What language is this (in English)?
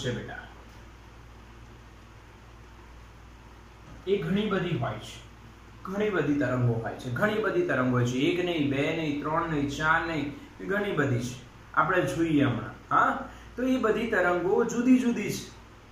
Gujarati